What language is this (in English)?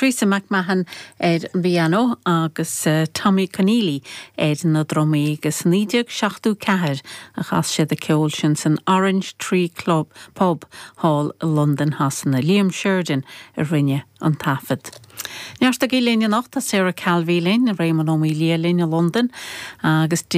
Irish